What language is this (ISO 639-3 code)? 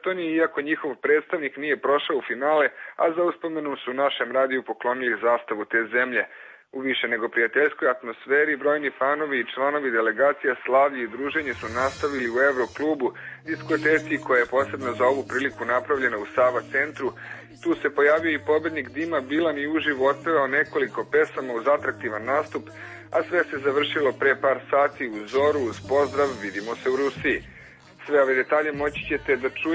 srp